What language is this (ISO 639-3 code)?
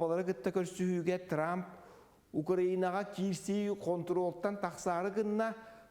sah